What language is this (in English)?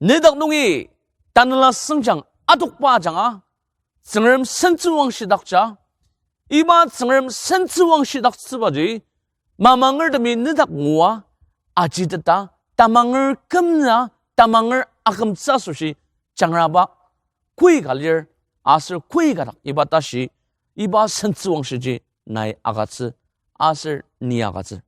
Ao Naga